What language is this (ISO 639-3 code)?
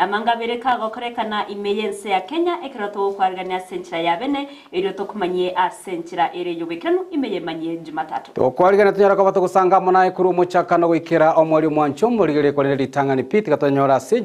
guz